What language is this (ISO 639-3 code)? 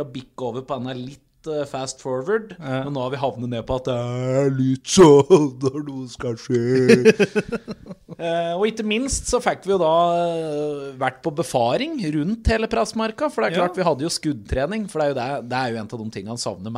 nor